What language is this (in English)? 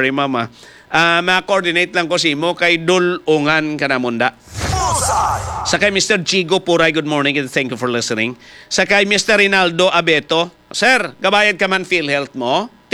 Hiligaynon